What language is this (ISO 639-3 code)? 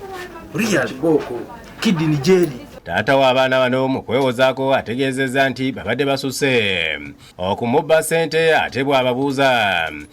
lug